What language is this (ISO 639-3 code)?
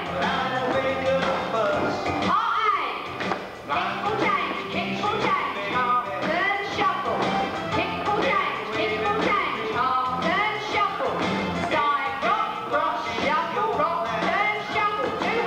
eng